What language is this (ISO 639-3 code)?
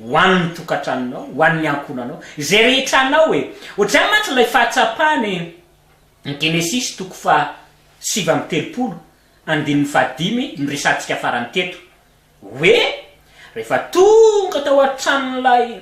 mlg